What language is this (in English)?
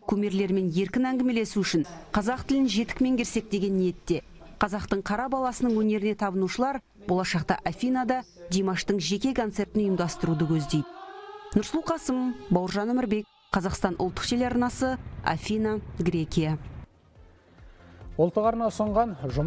Kazakh